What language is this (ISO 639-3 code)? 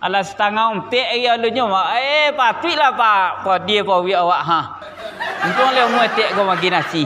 min